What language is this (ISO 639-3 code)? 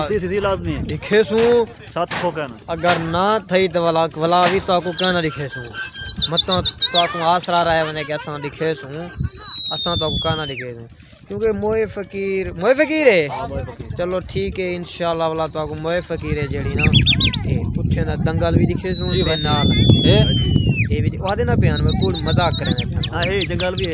skr